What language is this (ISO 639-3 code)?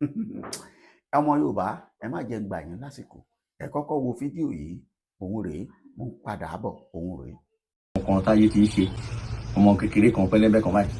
yor